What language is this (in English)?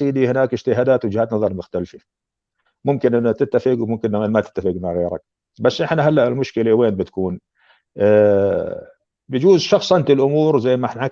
North Levantine Arabic